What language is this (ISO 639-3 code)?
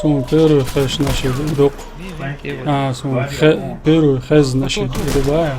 che